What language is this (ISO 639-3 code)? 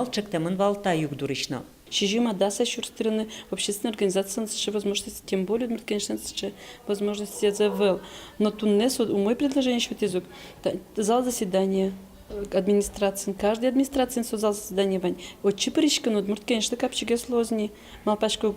udm